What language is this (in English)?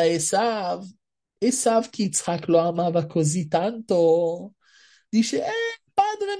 Italian